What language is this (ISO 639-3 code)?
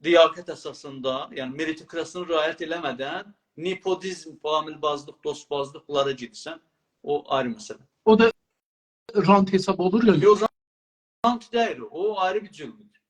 azb